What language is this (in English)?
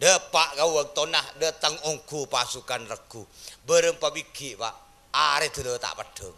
Madurese